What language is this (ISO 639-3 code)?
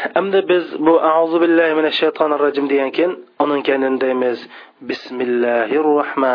uig